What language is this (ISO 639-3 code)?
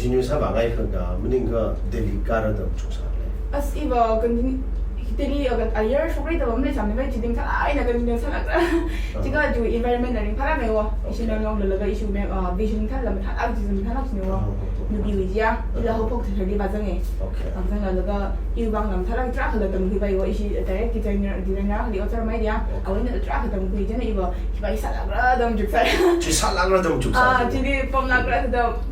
nmf